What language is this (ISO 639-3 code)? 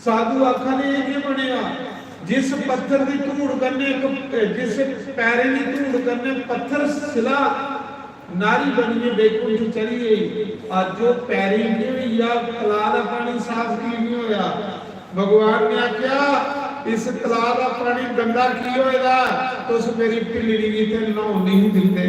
doi